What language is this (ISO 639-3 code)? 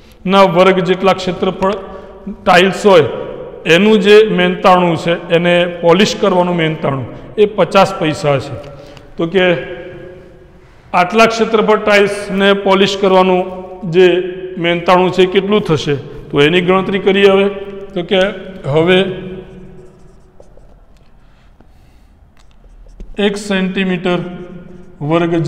guj